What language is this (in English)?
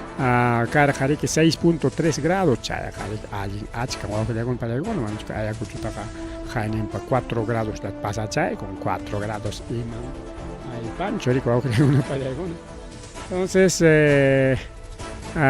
Ayacucho Quechua